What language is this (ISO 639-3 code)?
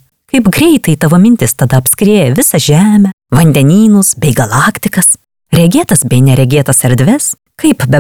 lit